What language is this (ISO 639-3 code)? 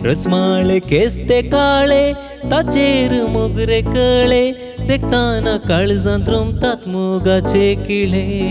kok